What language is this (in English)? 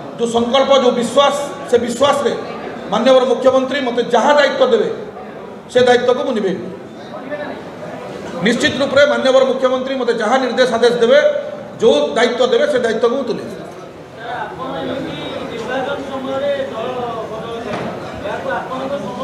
Odia